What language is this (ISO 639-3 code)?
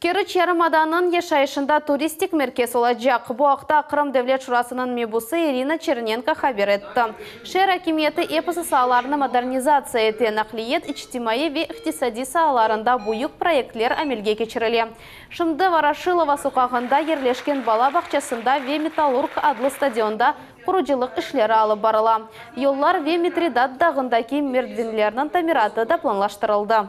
crh